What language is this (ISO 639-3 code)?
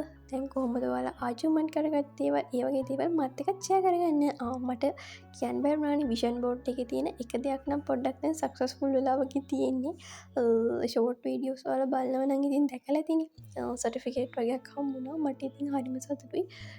sin